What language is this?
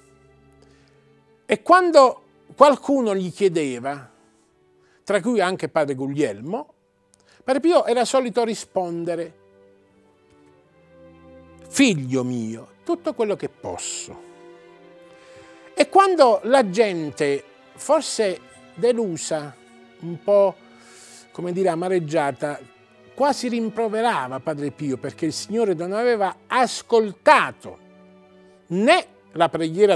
Italian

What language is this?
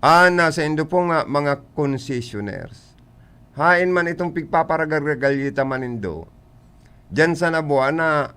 Bikol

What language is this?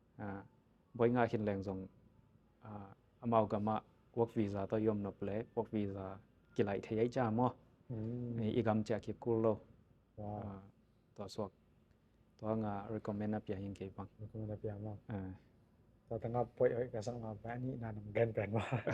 Tedim Chin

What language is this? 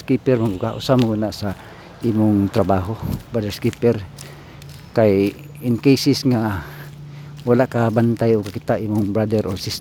Cebuano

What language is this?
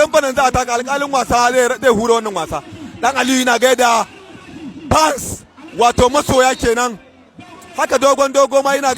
Hausa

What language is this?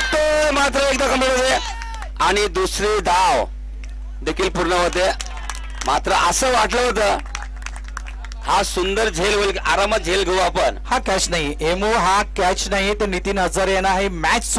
Marathi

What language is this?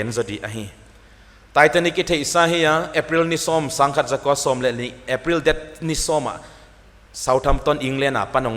Paite Chin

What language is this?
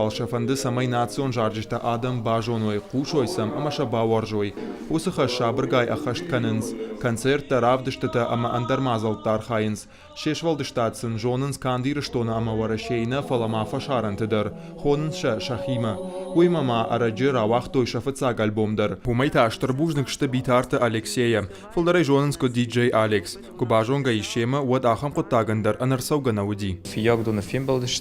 Ossetic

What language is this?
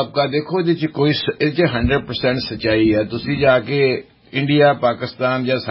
Punjabi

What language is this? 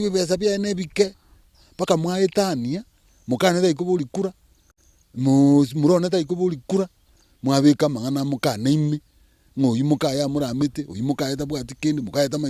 Gusii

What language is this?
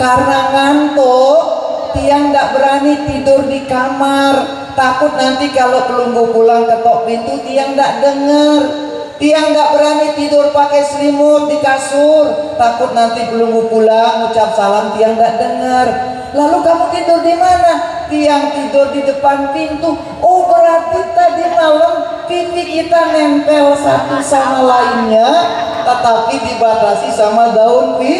Sasak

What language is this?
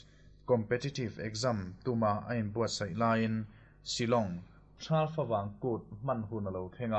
Mizo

